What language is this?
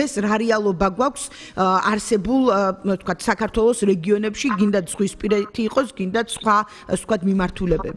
Georgian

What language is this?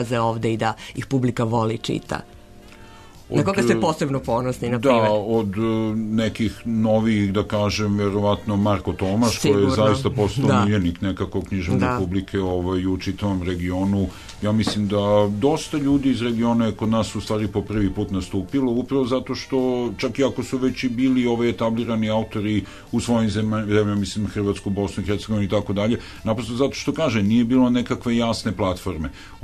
Serbian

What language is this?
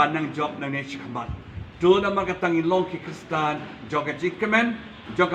Khasi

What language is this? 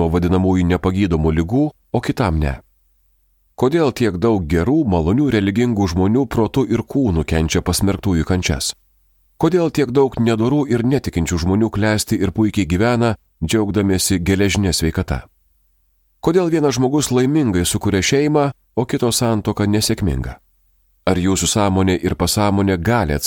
Lithuanian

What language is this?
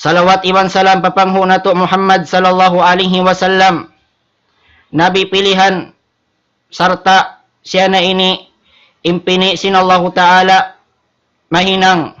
Tausug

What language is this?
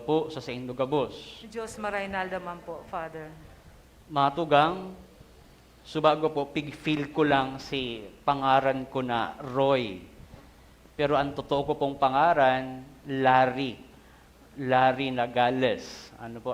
Bikol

